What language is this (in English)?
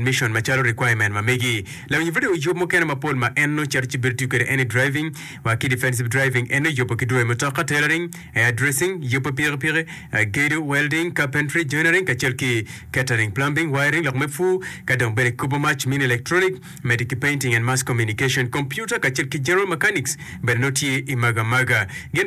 Acoli